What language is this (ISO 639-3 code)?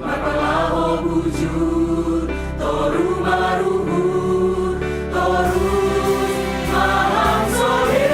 bts